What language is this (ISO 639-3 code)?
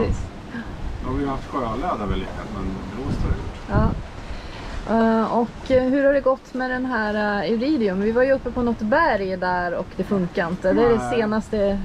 swe